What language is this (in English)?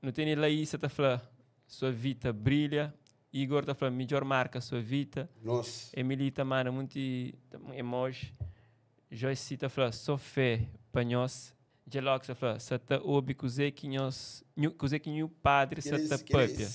Kabuverdianu